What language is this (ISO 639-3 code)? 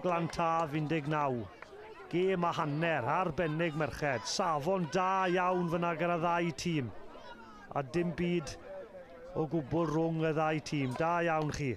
cym